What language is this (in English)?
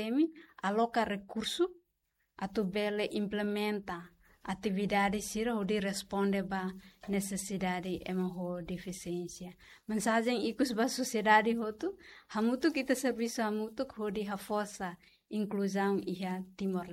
Tetum